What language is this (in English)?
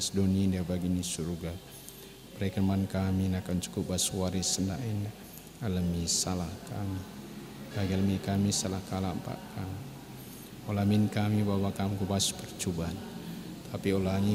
Batak Karo